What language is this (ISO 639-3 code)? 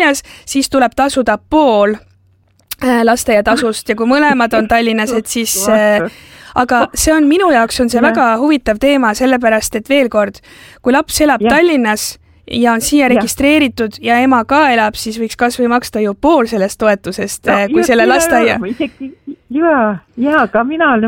est